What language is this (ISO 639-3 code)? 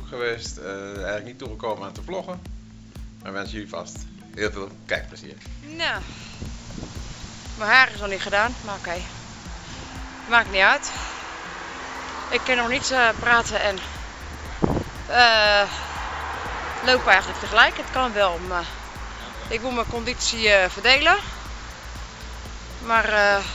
nld